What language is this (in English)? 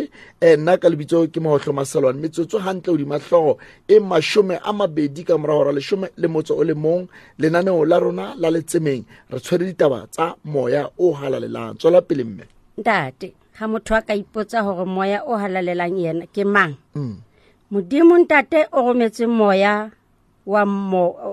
Southern Sotho